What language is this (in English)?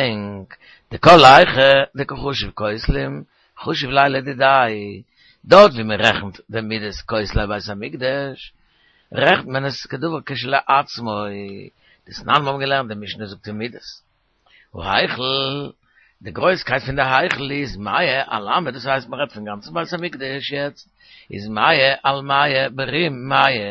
Yiddish